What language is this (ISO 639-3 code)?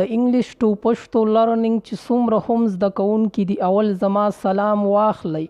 pus